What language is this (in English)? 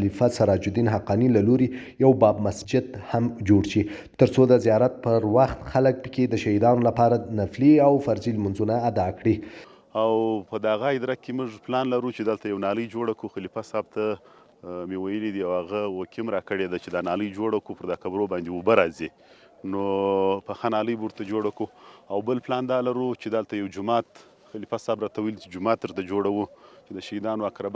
Pashto